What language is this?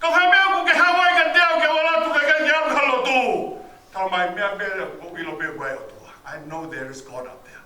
Tongan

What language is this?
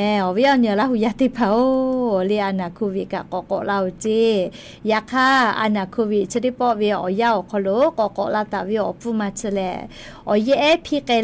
Lahu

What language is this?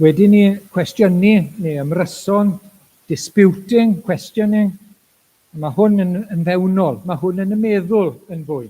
Welsh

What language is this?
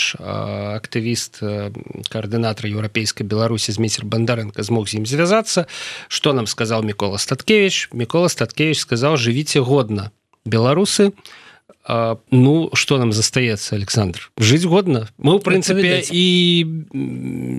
Belarusian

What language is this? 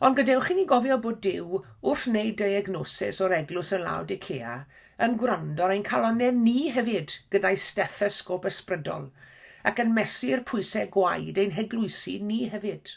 Welsh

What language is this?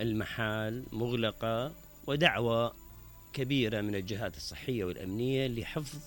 Mesopotamian Arabic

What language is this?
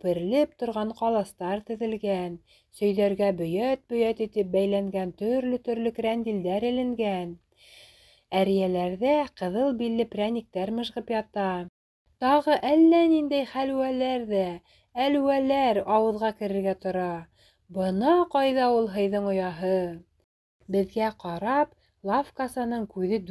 Bashkir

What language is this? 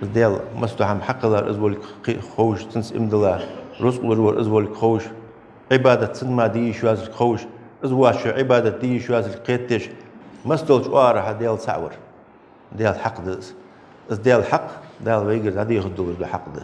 Ingush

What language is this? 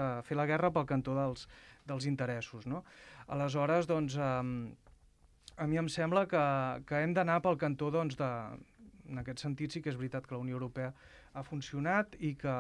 Catalan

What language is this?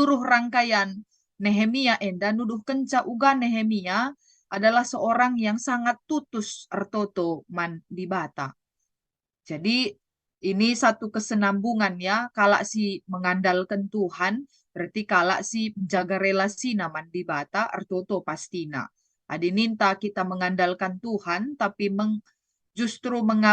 Batak Karo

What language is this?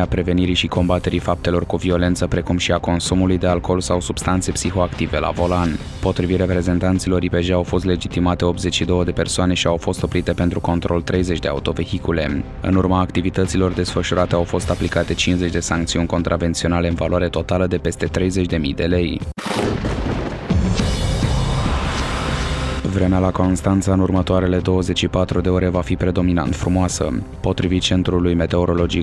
Romanian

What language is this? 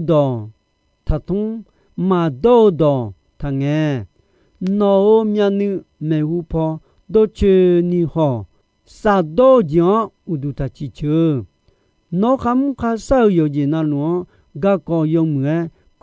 Akha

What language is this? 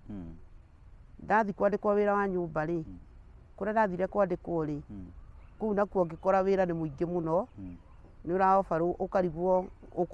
Kikuyu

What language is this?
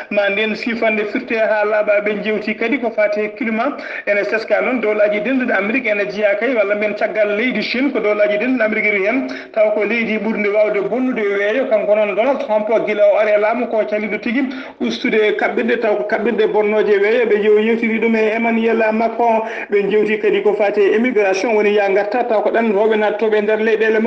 Fula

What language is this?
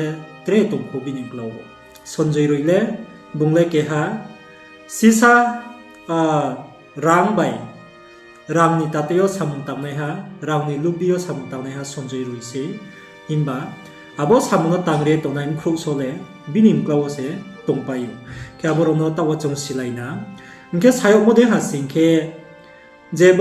Riang (India)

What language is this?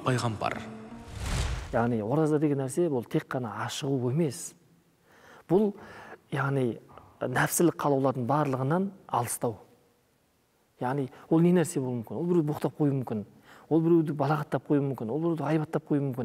Kazakh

